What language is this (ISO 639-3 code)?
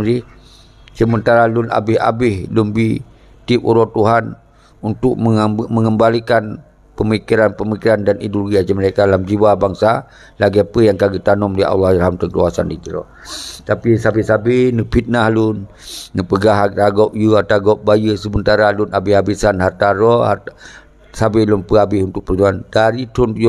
ace